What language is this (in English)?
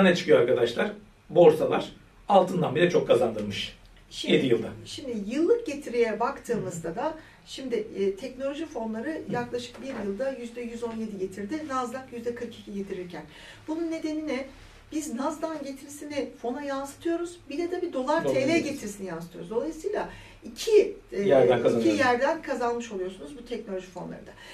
Turkish